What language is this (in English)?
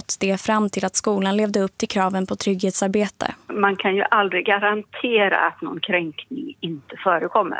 Swedish